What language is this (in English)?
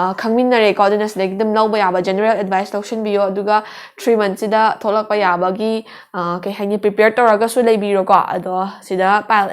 Manipuri